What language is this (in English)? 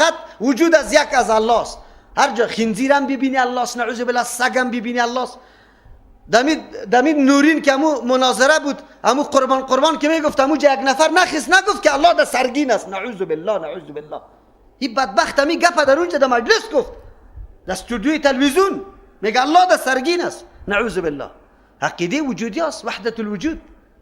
Persian